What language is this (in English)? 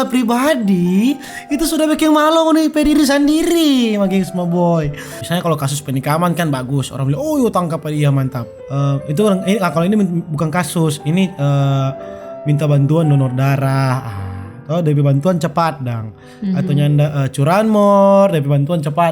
Manado Malay